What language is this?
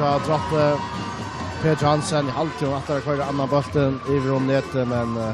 Faroese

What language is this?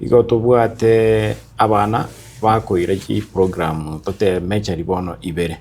Gusii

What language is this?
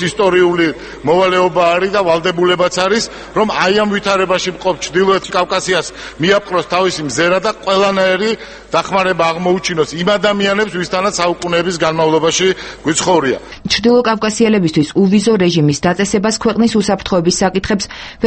Georgian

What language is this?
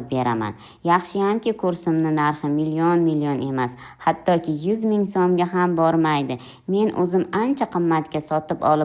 Uzbek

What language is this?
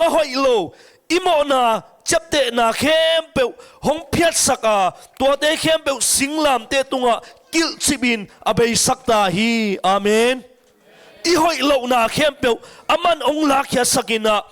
Tedim Chin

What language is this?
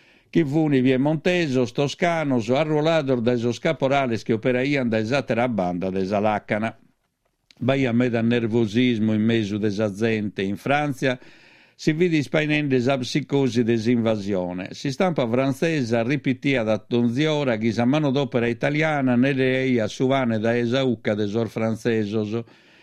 Sardinian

